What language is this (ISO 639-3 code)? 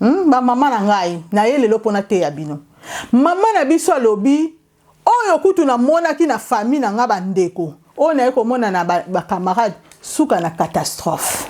lin